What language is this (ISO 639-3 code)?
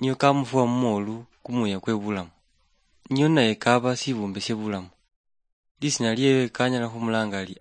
luy